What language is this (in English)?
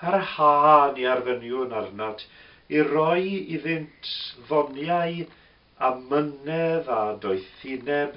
Welsh